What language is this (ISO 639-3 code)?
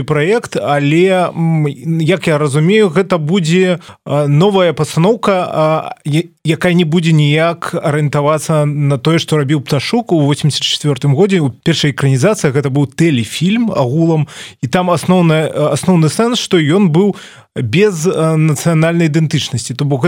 bel